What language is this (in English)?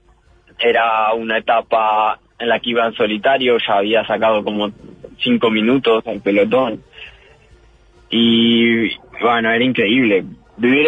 Spanish